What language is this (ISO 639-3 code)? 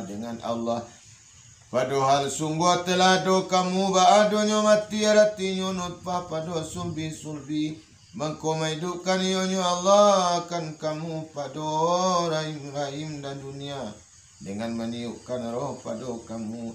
min